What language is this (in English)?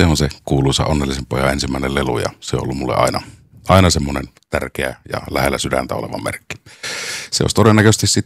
Finnish